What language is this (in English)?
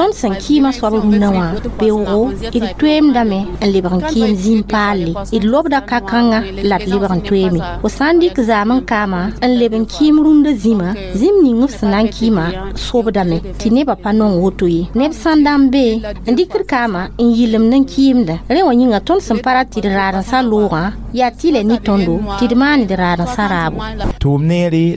Mossi